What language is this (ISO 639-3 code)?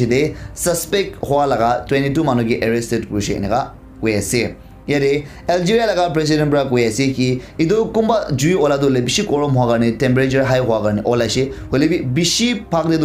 nag